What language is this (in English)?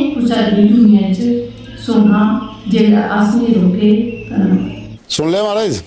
Dogri